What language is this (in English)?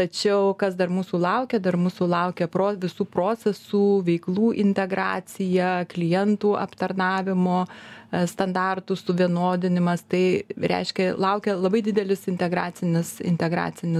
Lithuanian